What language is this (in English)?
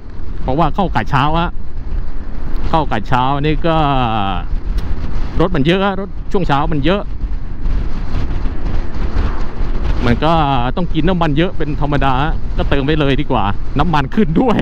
Thai